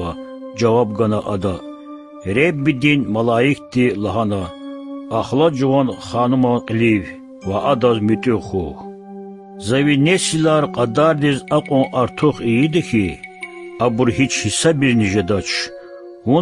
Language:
Lezghian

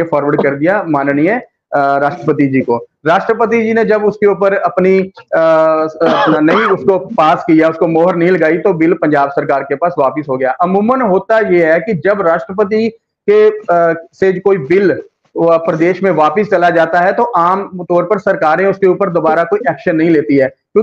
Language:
Hindi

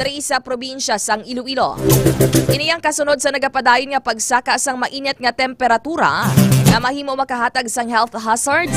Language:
Hiligaynon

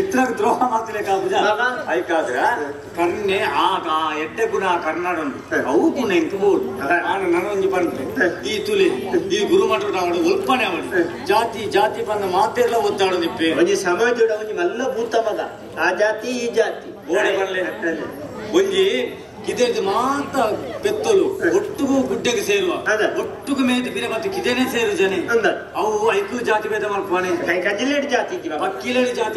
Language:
Tulu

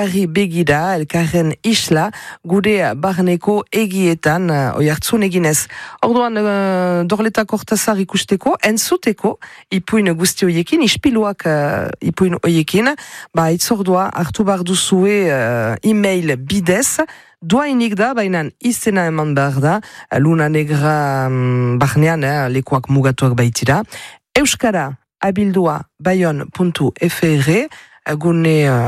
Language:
Basque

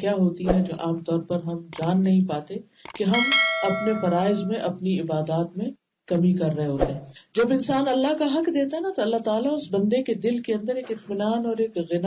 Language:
Urdu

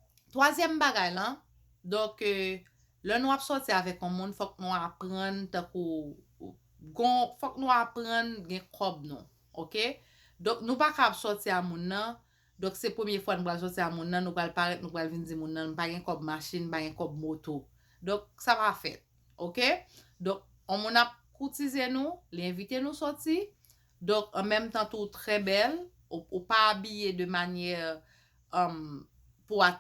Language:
Haitian Creole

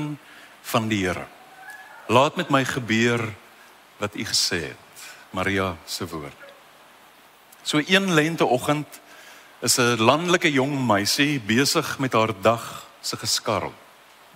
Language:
Afrikaans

